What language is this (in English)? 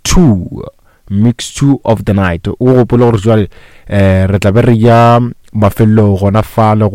Northern Sotho